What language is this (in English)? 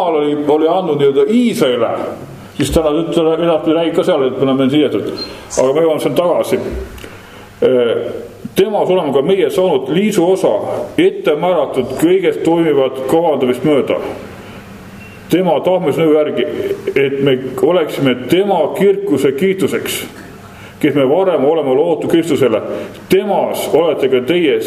Estonian